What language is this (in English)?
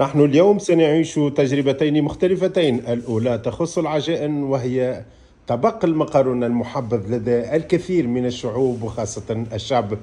Tunisian Arabic